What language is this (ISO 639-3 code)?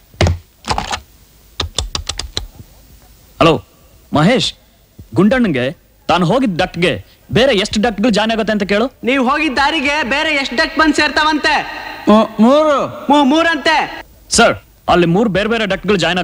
kan